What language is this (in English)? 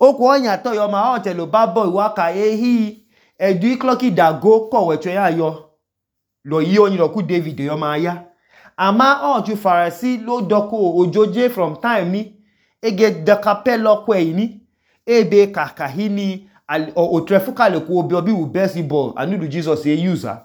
Idoma